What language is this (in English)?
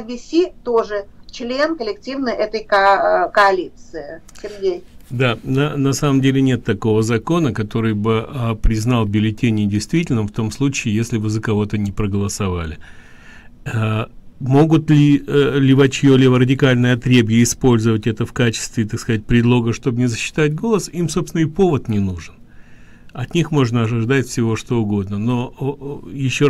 Russian